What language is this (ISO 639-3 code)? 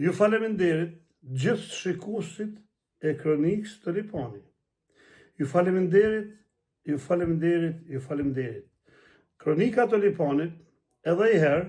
sqi